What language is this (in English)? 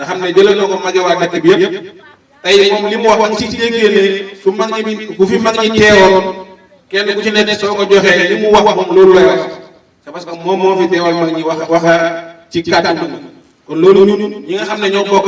Wolof